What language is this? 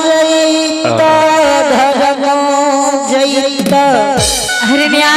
Angika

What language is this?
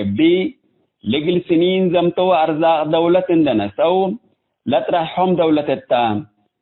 Tigre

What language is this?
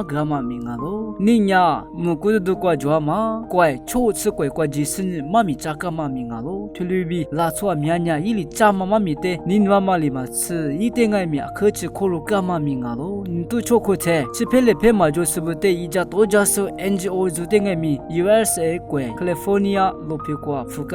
Lisu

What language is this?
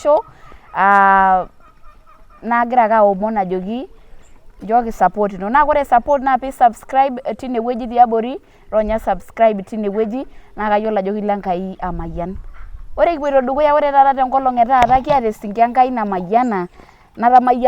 Masai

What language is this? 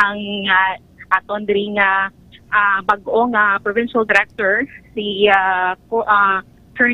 Hiligaynon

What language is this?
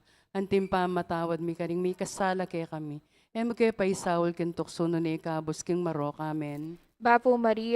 Pampanga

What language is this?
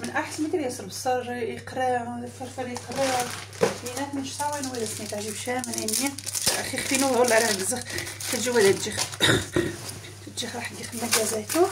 Algerian Arabic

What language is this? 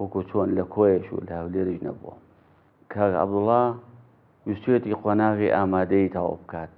Central Kurdish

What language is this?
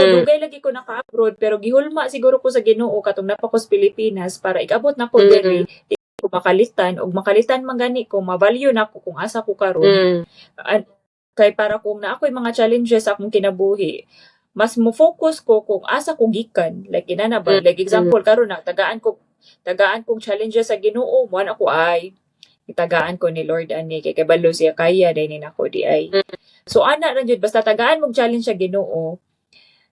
Cebuano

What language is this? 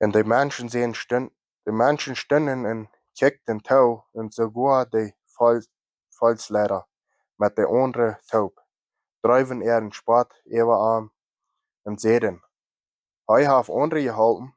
Plautdietsch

